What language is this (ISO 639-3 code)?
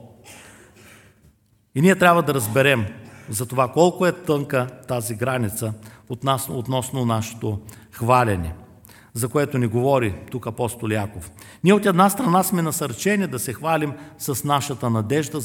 bul